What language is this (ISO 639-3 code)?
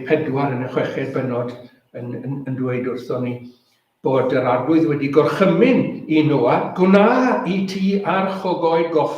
cym